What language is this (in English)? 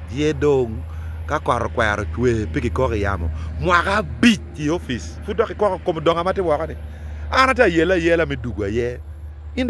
Acoli